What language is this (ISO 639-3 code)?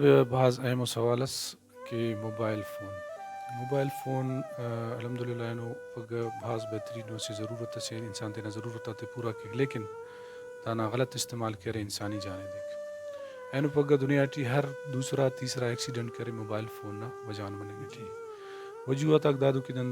brh